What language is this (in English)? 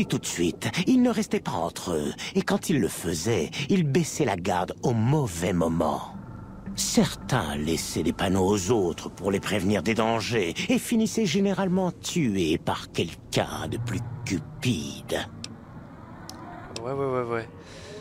French